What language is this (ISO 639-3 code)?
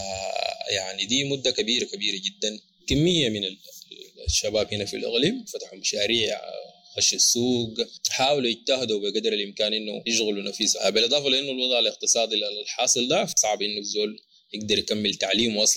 apd